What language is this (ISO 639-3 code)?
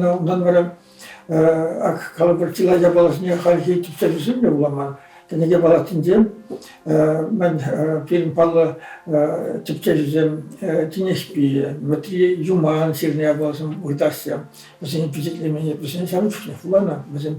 chv